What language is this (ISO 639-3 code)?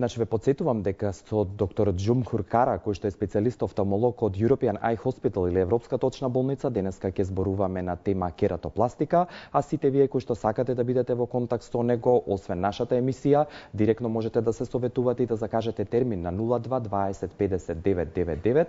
mkd